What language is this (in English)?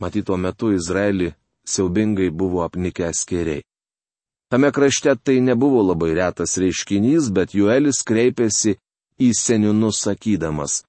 Lithuanian